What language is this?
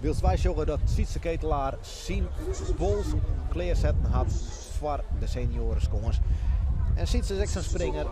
Western Frisian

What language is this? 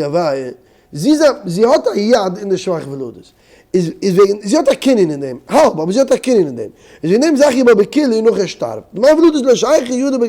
Yiddish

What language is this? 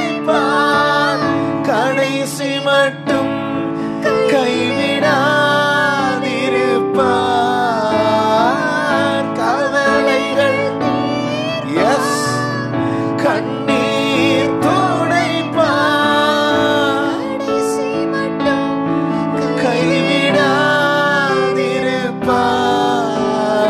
Tamil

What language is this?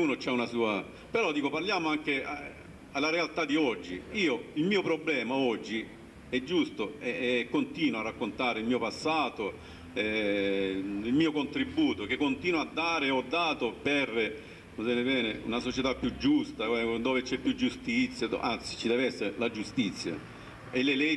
Italian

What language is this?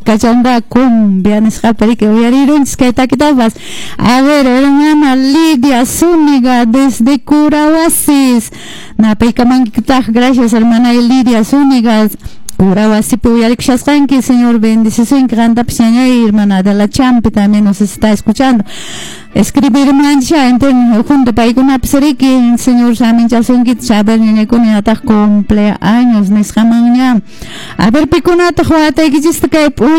Quechua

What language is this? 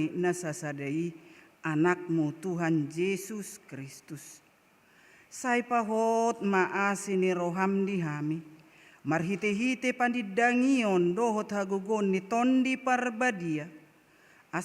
Batak Toba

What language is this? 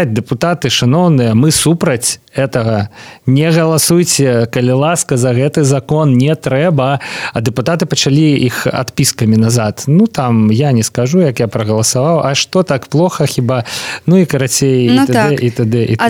Belarusian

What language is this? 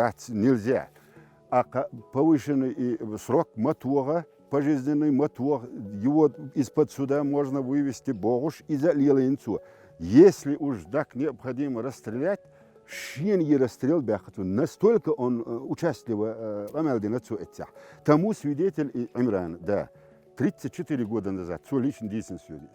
Chechen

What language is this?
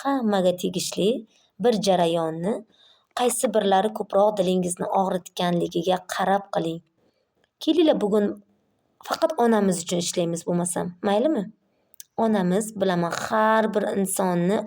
Uzbek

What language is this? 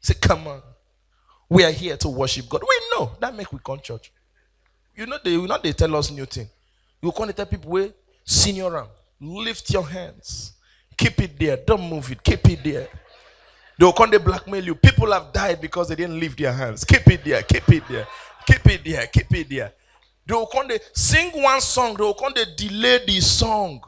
Nigerian Pidgin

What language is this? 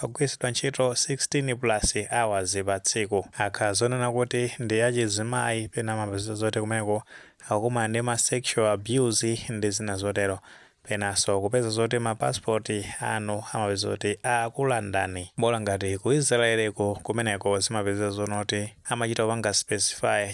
Nyanja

